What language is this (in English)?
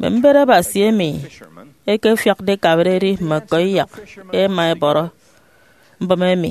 Efik